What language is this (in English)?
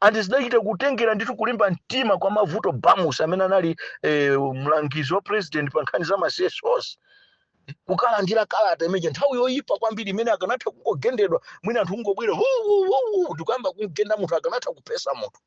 Nyanja